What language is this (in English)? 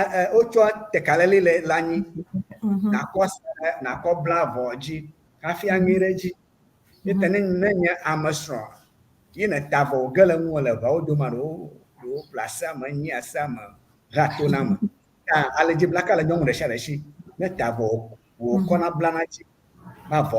Ewe